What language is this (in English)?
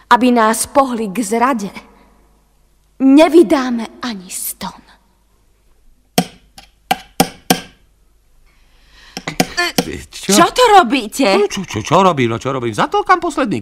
Slovak